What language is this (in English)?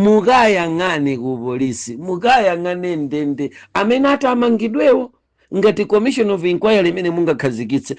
Nyanja